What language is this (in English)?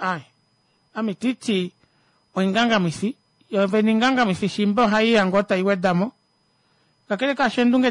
Kuanyama